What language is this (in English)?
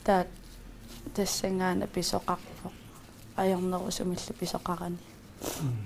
Kalaallisut